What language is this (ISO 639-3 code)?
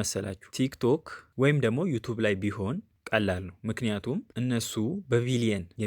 amh